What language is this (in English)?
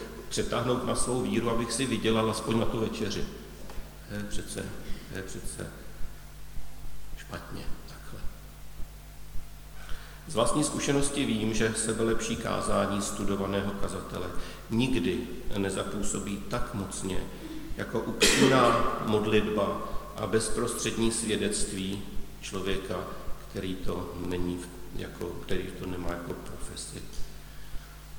Czech